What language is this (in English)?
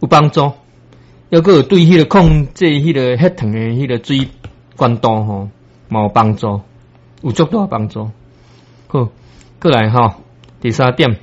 Min Nan Chinese